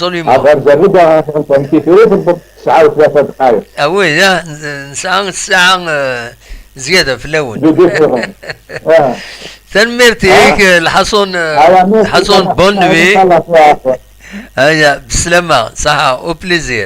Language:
Kabyle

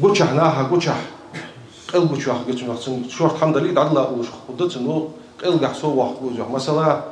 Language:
Ingush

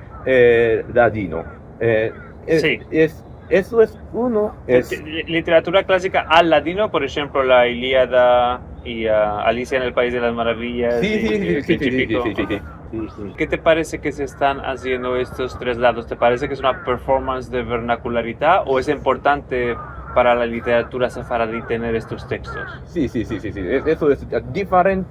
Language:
Ladino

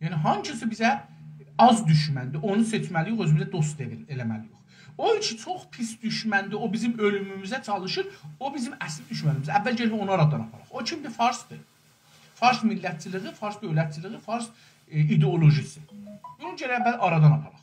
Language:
South Azerbaijani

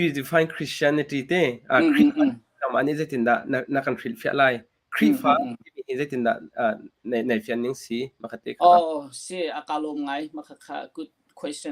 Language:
Hakha Chin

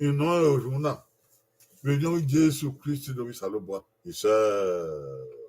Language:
Bini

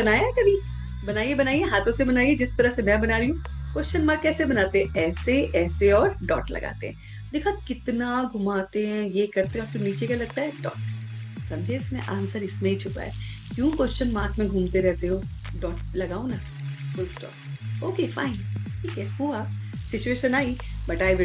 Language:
Hindi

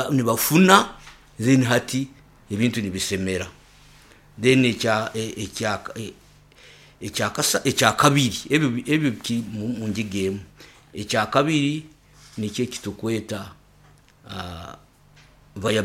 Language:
Nyoro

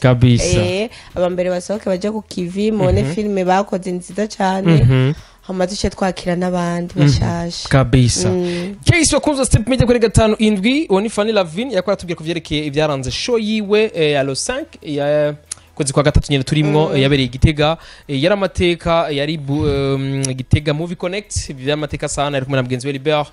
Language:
Rundi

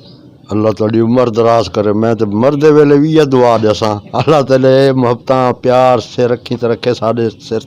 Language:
Western Panjabi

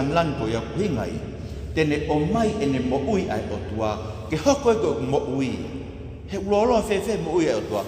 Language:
Tongan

